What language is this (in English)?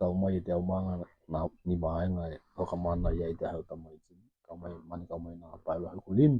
Tokelau